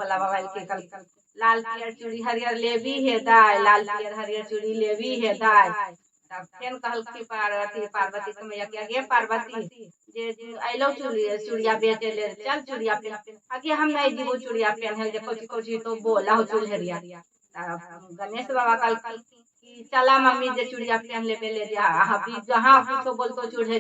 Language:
Magahi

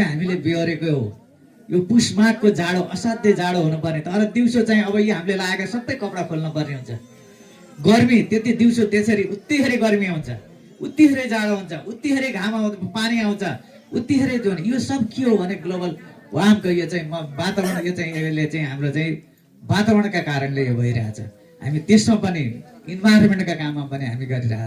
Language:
Nepali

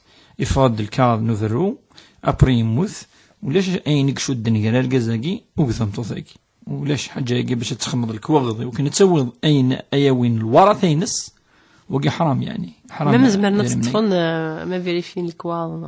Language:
Kabyle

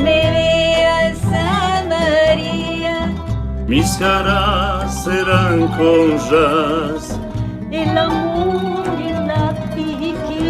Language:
Ladino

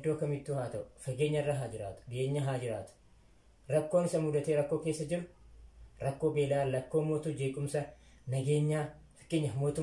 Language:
Oromo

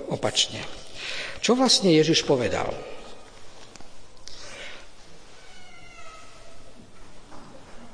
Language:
Slovak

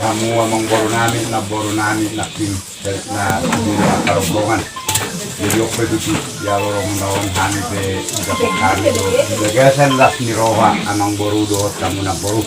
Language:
Batak Toba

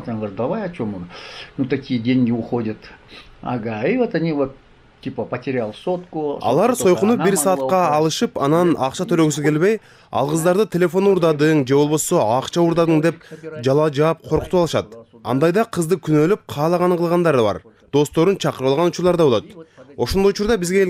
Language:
Kyrgyz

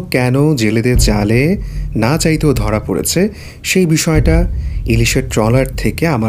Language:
Bangla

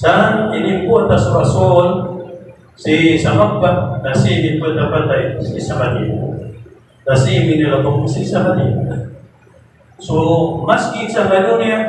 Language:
Maranao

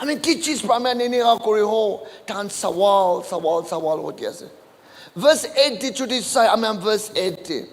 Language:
Naga Pidgin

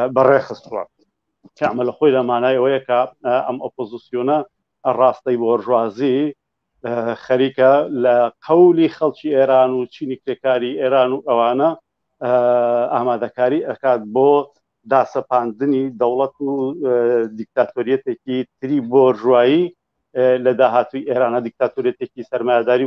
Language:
Central Kurdish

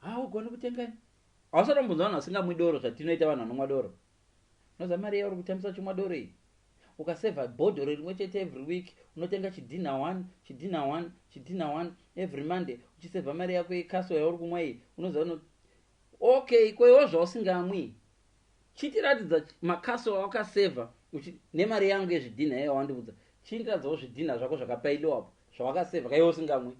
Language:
Shona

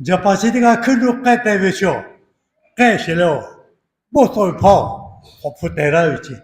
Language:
Lahu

